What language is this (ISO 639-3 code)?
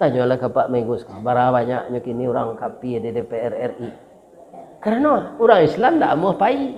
min